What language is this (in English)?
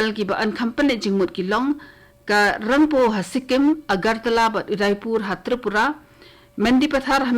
Khasi